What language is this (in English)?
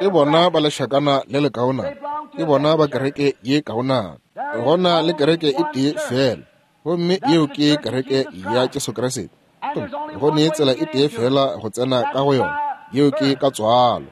Northern Sotho